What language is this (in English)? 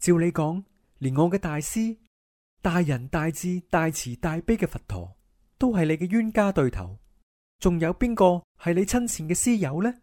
Cantonese